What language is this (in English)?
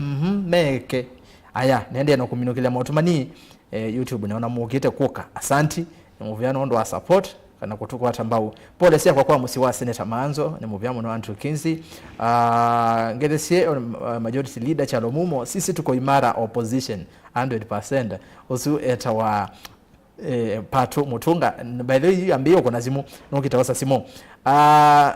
Kamba